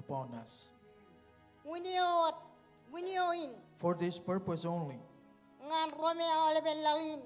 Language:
Marshallese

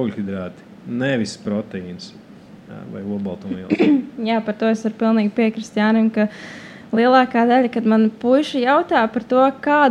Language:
Latvian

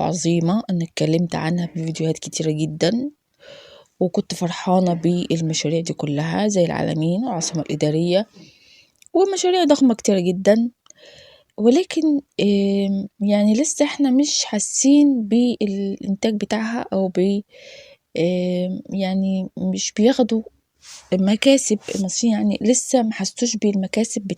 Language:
Egyptian Arabic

